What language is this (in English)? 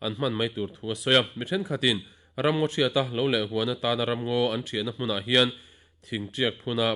Mizo